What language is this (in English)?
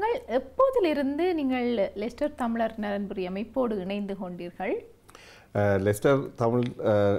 Tamil